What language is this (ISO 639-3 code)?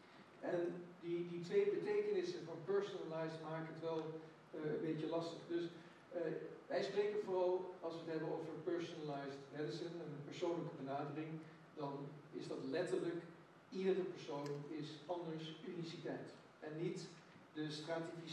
nld